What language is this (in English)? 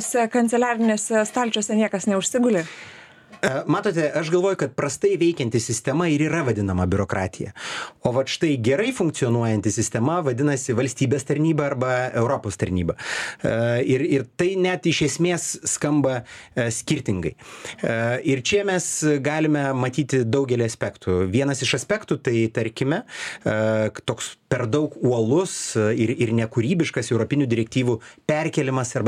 Lithuanian